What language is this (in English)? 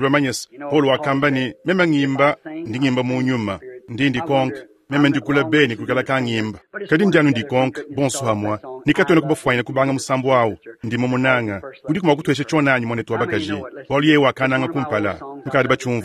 Luba-Lulua